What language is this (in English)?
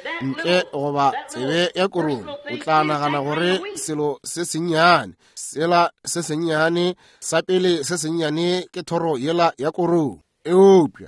Northern Sotho